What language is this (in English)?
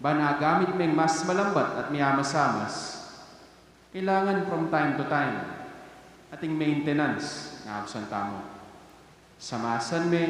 Pampanga